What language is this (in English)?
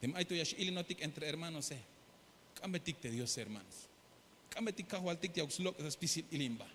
Tzeltal